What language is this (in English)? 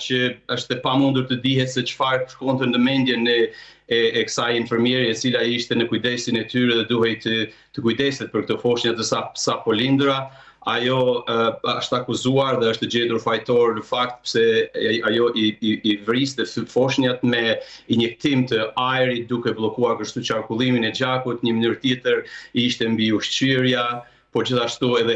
Albanian